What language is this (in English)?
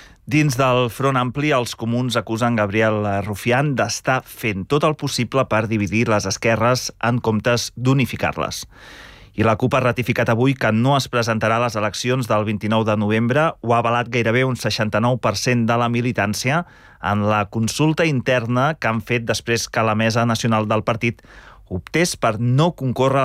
Catalan